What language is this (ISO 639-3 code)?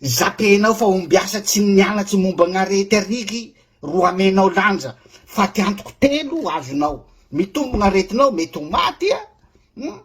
mlg